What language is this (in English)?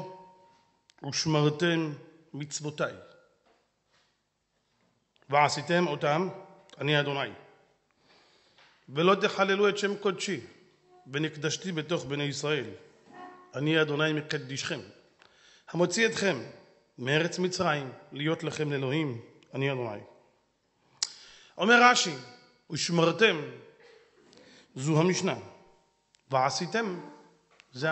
Hebrew